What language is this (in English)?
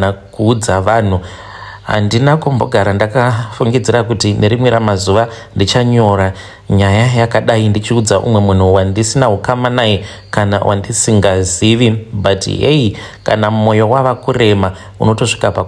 Shona